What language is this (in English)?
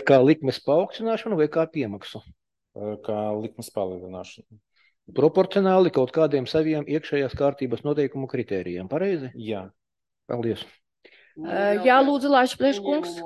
Latvian